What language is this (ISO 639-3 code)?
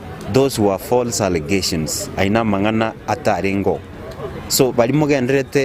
guz